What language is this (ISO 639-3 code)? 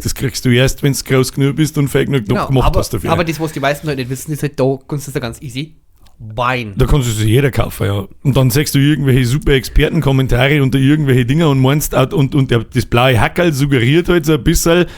bar